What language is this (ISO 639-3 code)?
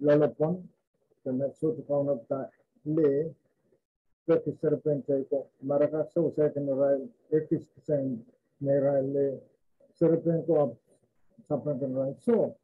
pon